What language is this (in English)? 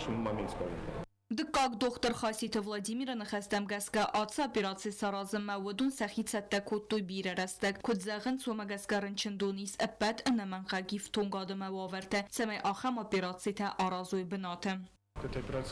Ossetic